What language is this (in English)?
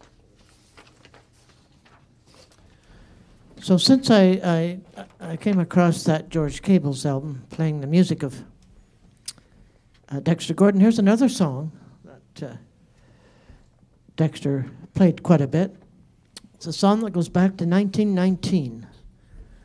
English